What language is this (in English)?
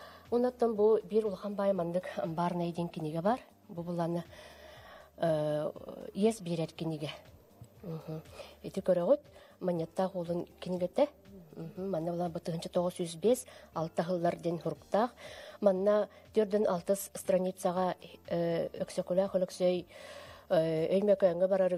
Yakut